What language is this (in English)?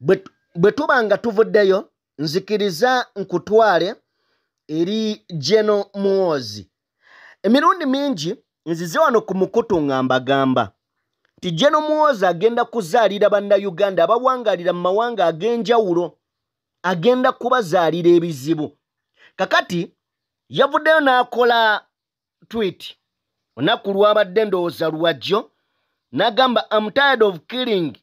Ganda